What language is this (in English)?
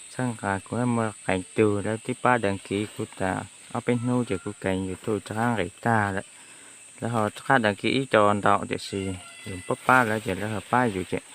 Hmong